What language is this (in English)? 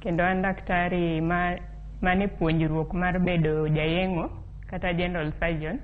Luo (Kenya and Tanzania)